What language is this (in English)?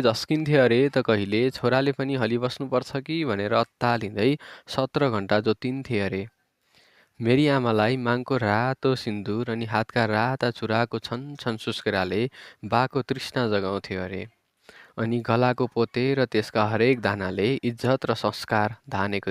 Nepali